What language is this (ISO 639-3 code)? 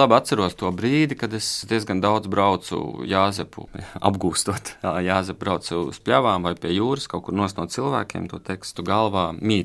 lav